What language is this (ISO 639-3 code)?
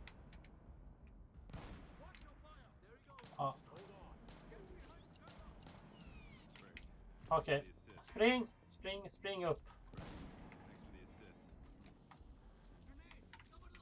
swe